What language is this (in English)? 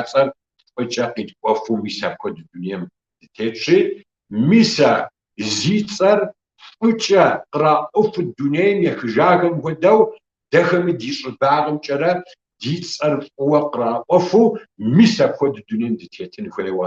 Kabardian